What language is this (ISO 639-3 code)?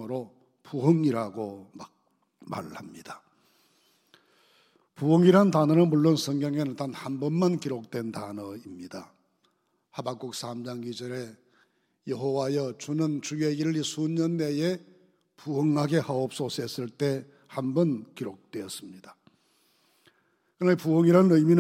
kor